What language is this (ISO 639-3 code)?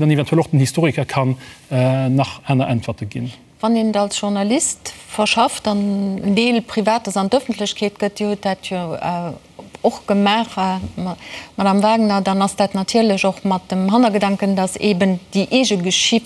ltz